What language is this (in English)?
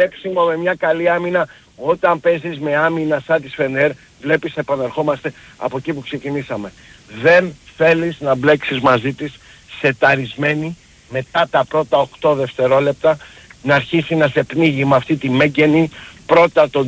Greek